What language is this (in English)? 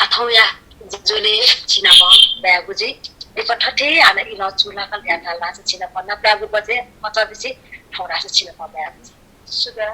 Newari